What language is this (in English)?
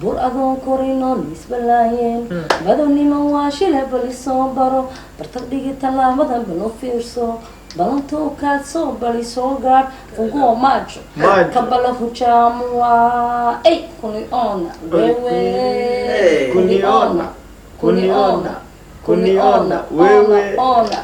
Somali